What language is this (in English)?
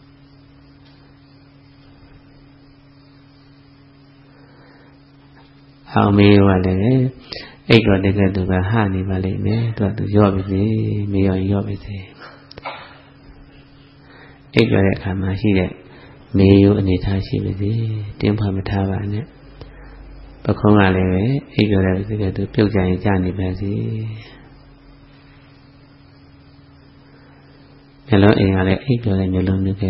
Burmese